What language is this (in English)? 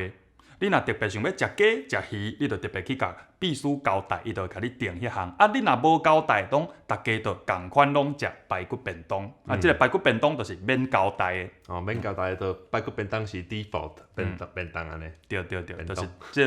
Min Nan Chinese